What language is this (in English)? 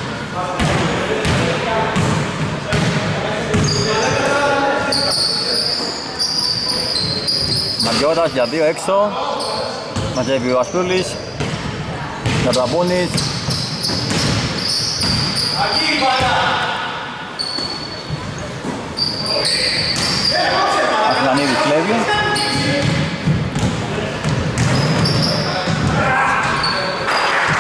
Greek